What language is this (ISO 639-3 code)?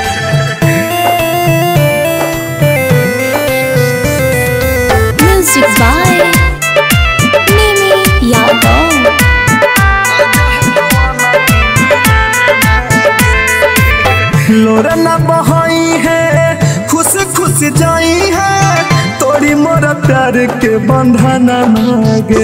bho